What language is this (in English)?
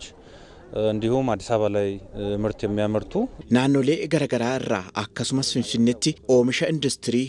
Oromo